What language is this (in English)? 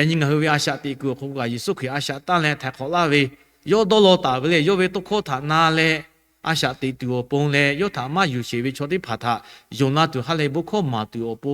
Lahu